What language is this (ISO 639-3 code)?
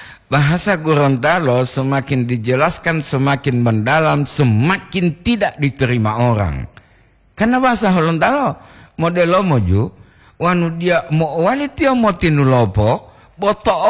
gor